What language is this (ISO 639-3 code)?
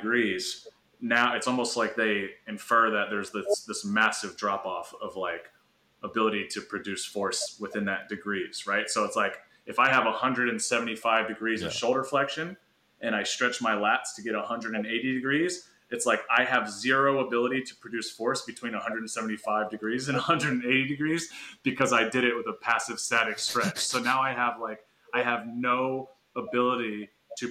eng